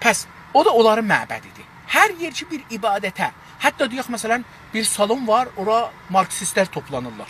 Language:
South Azerbaijani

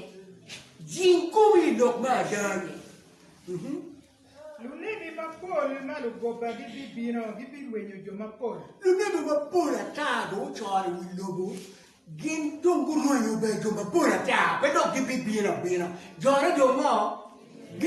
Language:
Acoli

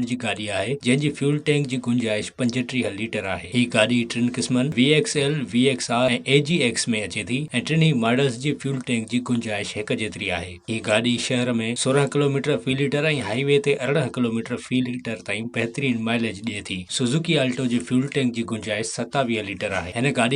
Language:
Sindhi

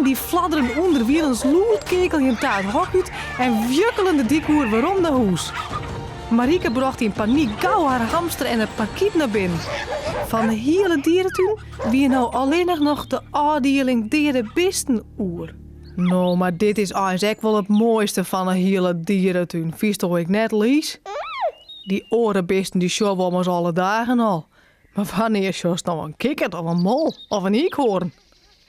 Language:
Western Frisian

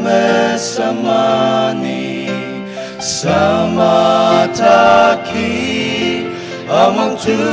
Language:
Ao Naga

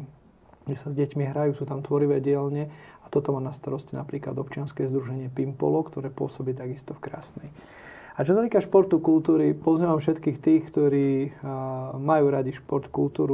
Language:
Slovak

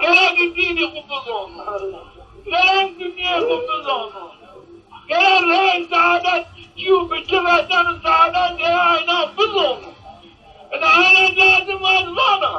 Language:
Zaza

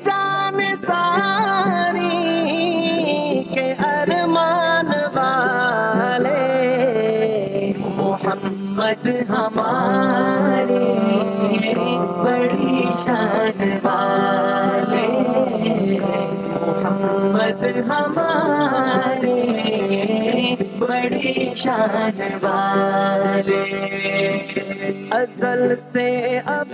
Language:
Urdu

